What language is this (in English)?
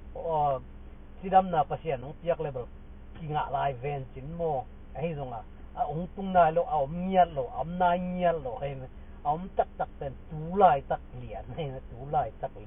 Tedim Chin